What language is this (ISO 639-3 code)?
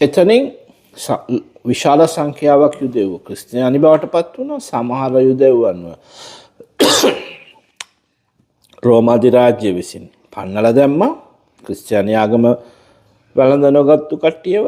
sin